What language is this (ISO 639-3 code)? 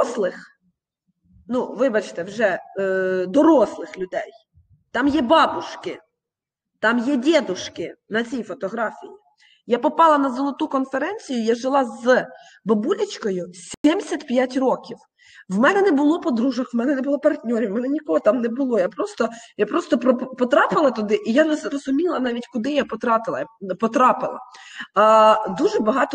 ukr